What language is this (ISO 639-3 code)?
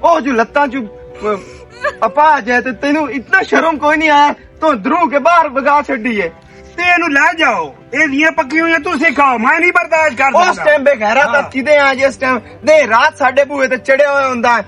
lah